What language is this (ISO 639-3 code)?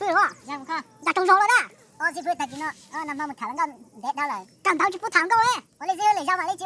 hmn